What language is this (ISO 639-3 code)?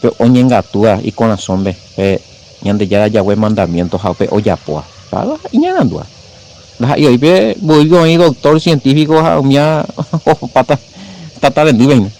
grn